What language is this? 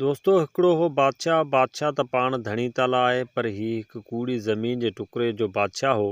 Sindhi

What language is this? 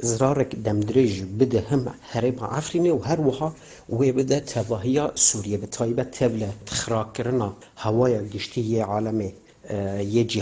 Kurdish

